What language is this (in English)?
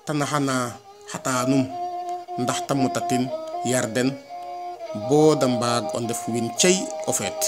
Serer